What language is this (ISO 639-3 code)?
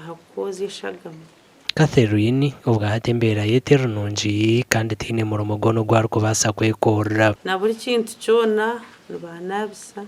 nyn